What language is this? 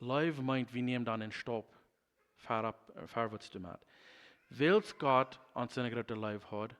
Plautdietsch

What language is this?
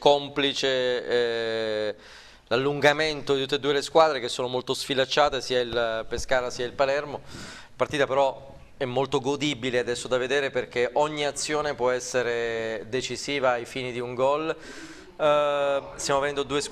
Italian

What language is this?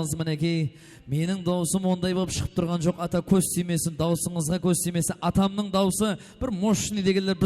Kara-Kalpak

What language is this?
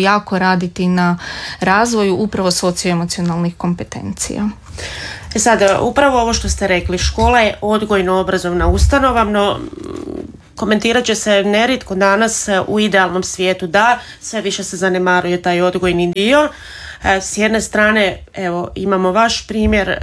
Croatian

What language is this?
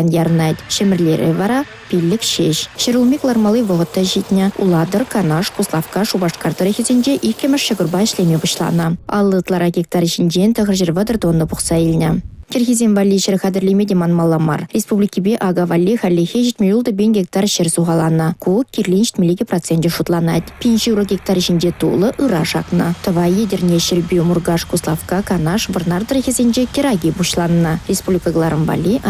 Chuvash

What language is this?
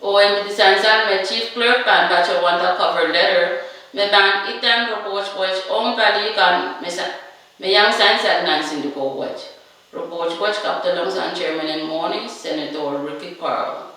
Pohnpeian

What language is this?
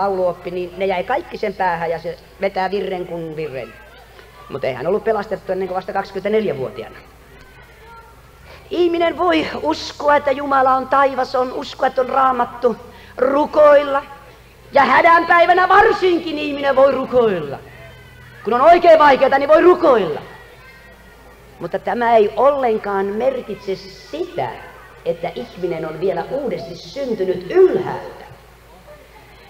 Finnish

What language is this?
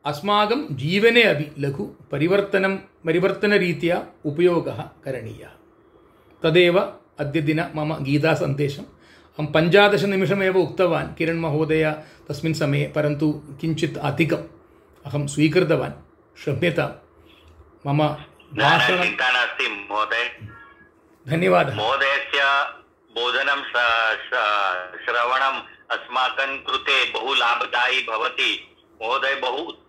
Sanskrit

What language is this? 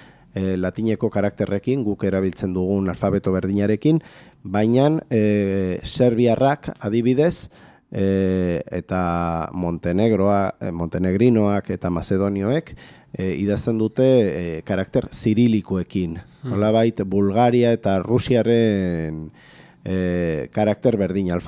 Basque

